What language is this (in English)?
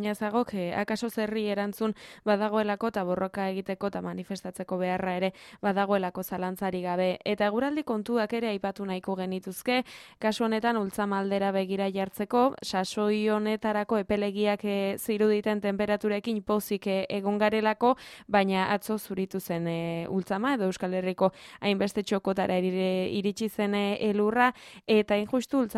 Basque